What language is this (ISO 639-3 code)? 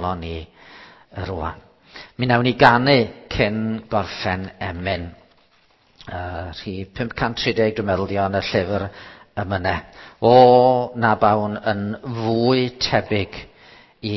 cym